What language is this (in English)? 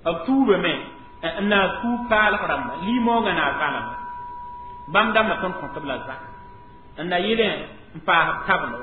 Mossi